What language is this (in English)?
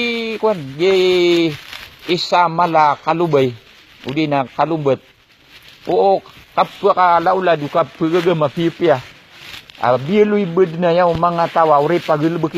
Maranao